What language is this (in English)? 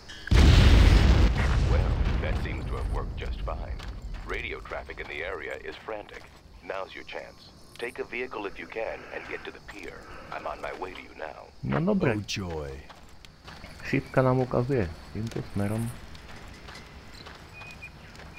Slovak